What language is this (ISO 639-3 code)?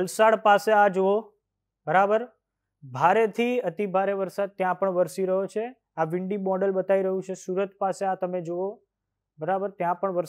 guj